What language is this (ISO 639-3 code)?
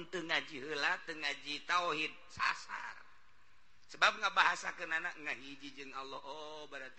sun